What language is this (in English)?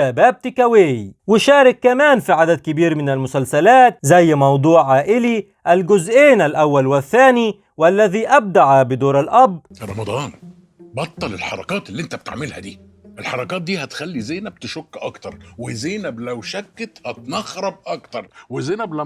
Egyptian Arabic